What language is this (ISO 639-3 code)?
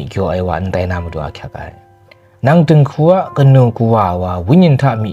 kac